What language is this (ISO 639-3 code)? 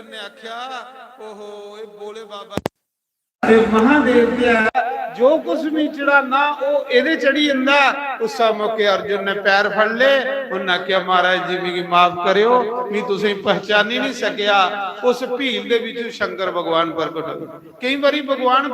doi